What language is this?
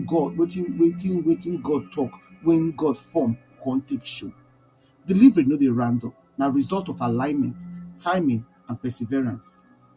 Nigerian Pidgin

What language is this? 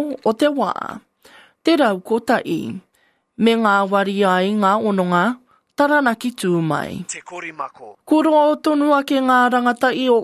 Māori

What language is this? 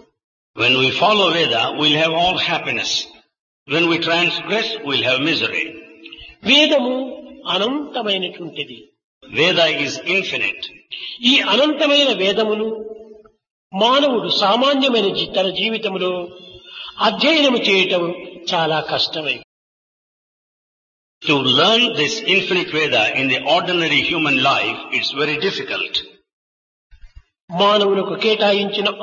Telugu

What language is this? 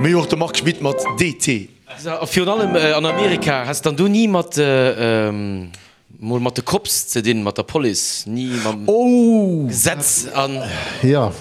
Luxembourgish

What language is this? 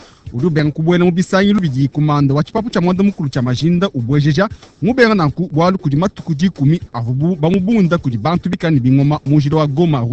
Luba-Lulua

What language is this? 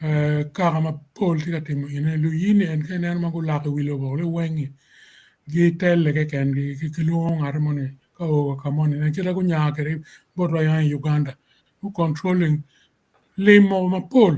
Acoli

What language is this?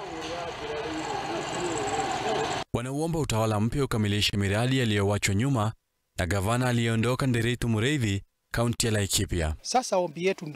Swahili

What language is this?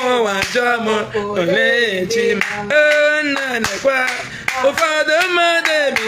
Igbo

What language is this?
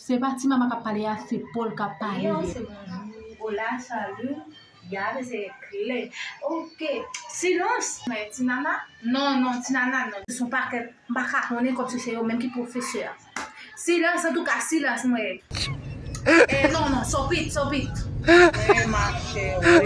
Haitian Creole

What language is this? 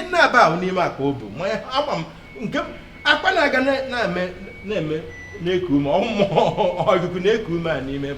Igbo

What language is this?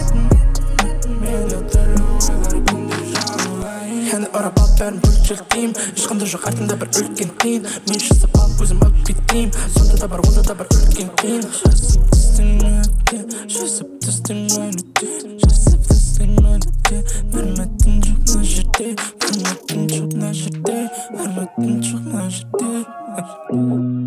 Kazakh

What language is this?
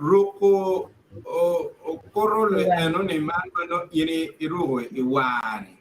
Acoli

